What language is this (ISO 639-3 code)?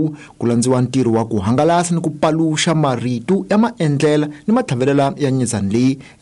tso